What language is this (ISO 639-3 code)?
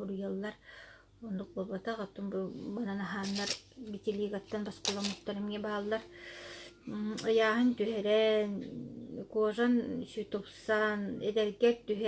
sah